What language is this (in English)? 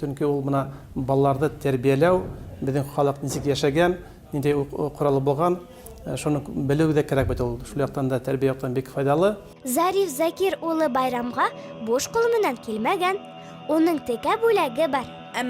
Bashkir